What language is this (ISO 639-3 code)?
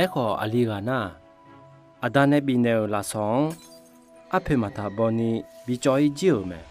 ahk